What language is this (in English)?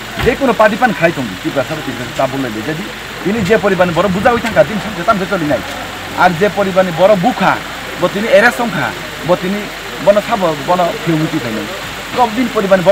Kok Borok